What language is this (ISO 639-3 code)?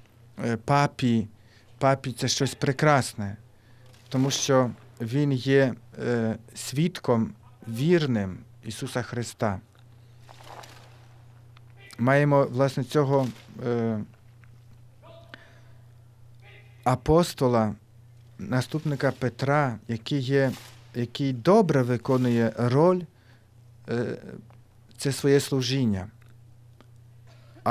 ukr